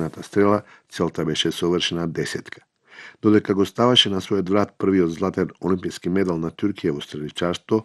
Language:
Macedonian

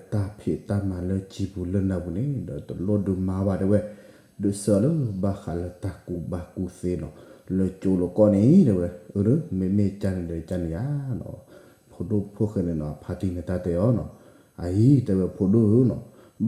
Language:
S'gaw Karen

